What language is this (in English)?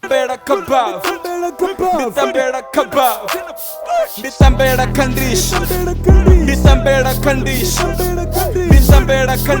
Venda